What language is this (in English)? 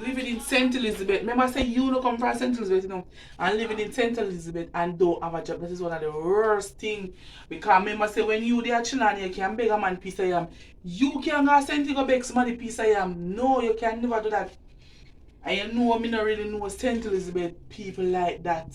Jamaican Creole English